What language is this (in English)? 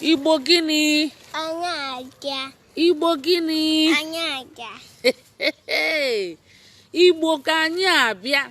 Igbo